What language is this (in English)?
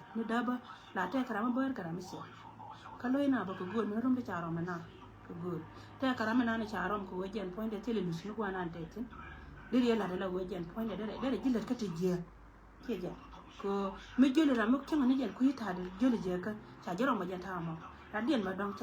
Nuer